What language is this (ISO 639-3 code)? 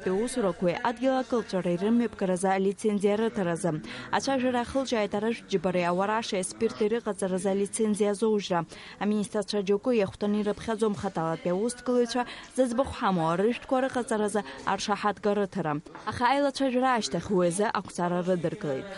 abk